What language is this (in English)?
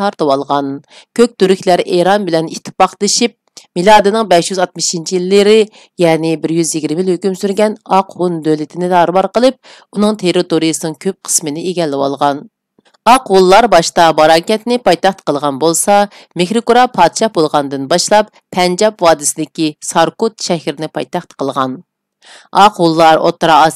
Uyghur